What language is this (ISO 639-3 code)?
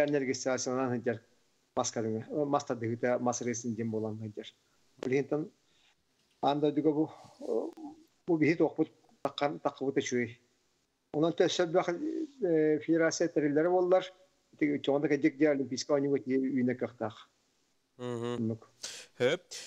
sah